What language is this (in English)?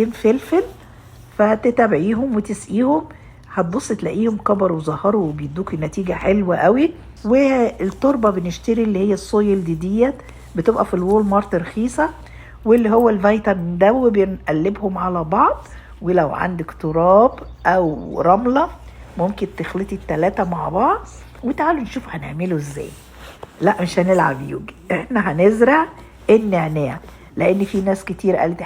Egyptian Arabic